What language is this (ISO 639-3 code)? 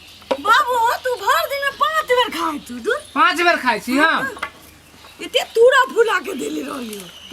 mai